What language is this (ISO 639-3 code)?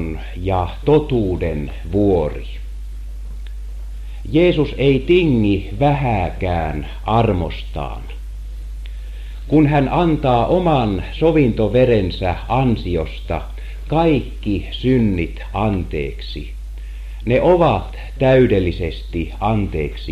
fin